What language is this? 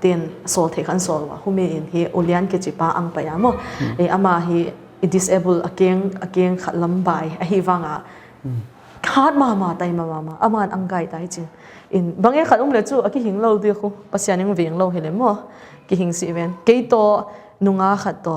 Paite Chin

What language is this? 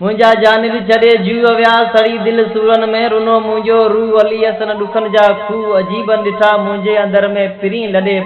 Sindhi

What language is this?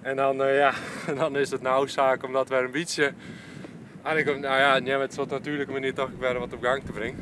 Western Frisian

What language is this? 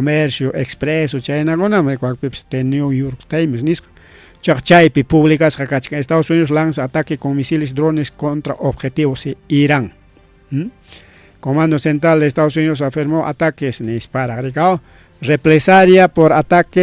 Ayacucho Quechua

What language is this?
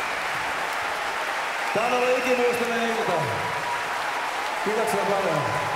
Finnish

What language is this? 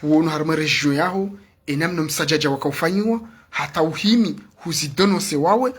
Ngazidja Comorian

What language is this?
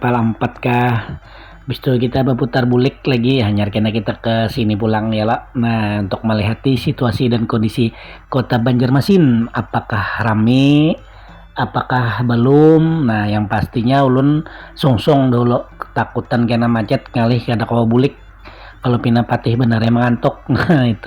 Banjar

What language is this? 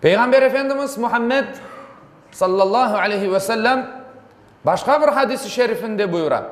Crimean Tatar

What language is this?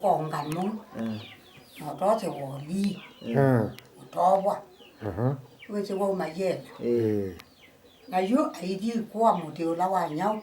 Kamba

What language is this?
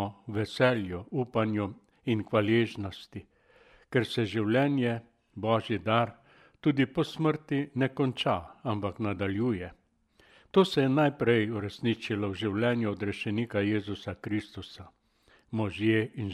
Slovenian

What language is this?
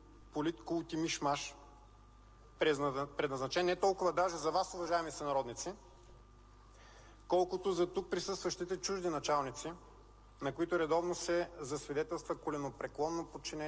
Bulgarian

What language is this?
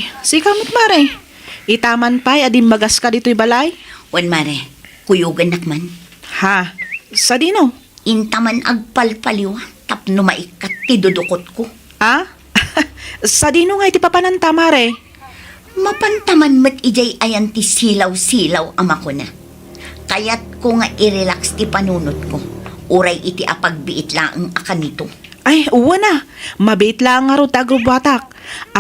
Iloko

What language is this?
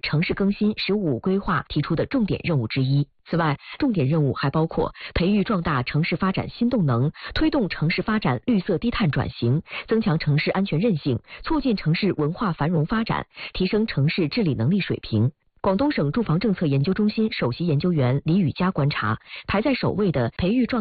Chinese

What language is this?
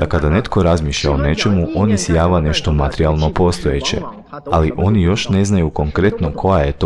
Croatian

